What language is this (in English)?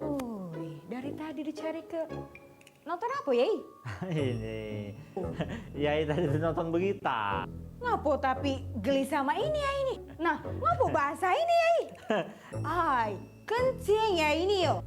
Musi